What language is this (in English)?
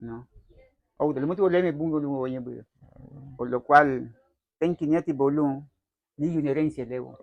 Garifuna